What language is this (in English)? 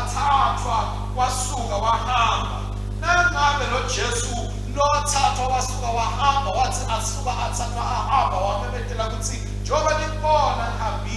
Swati